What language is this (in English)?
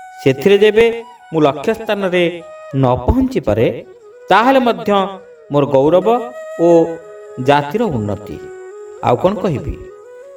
Odia